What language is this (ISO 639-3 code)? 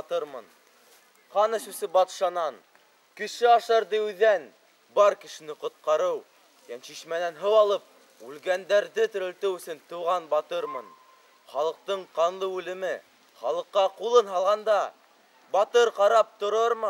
bak